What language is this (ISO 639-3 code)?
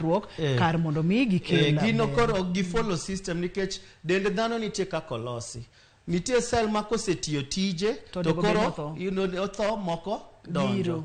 luo